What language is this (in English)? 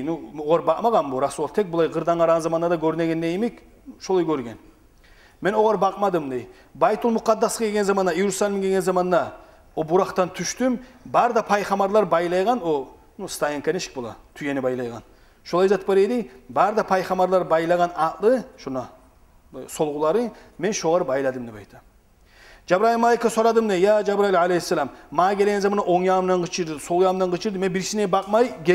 Kumyk